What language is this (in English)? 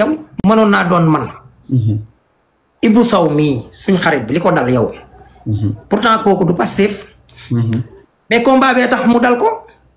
Wolof